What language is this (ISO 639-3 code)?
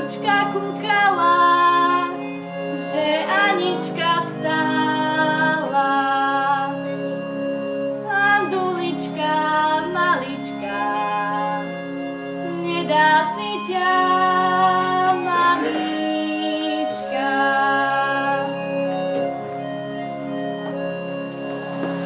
slk